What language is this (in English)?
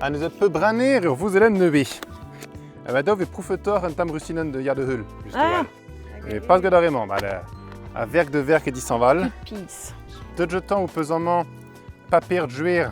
Breton